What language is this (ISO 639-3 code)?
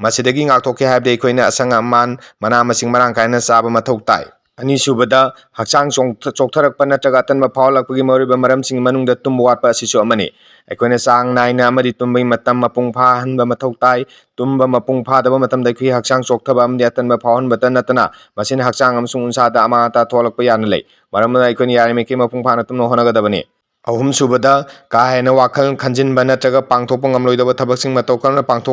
mni